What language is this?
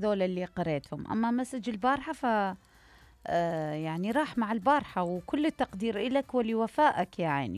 Mesopotamian Arabic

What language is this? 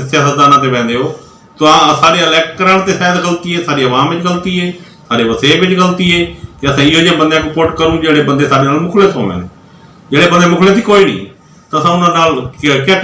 Saraiki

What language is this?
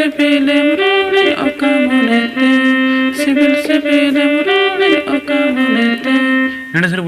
Santali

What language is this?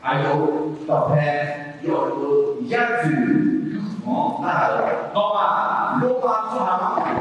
Akha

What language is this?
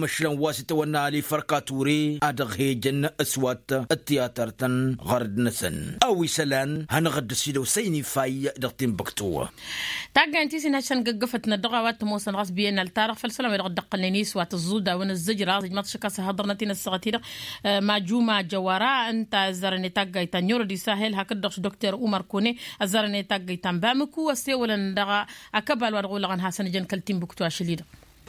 Tamasheq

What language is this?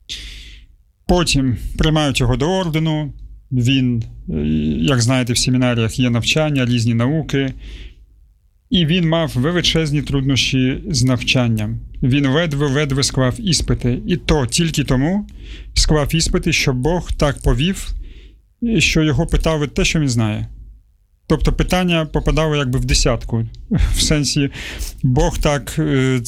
Ukrainian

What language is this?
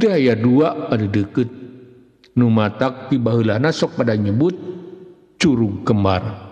Sundanese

